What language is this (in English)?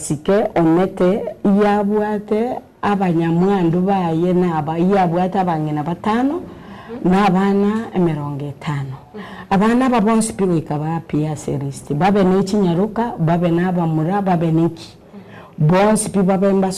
Gusii